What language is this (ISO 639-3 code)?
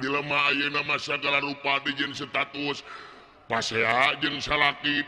sun